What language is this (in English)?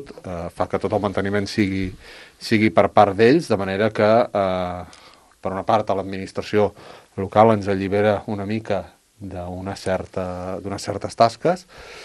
Catalan